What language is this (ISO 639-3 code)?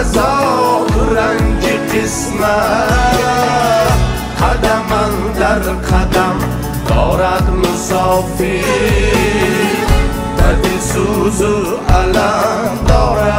fas